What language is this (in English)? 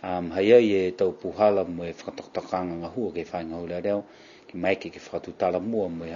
Niuean